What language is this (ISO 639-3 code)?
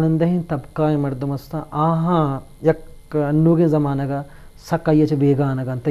bgp